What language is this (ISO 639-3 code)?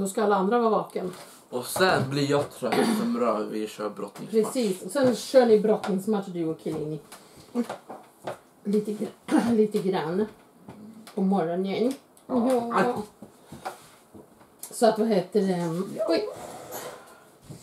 swe